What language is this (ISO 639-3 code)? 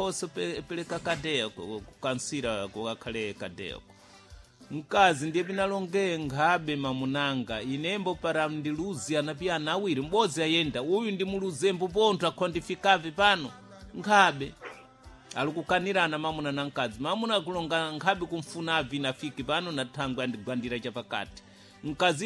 seh